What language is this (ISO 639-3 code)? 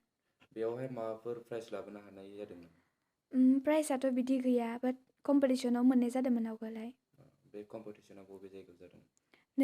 brx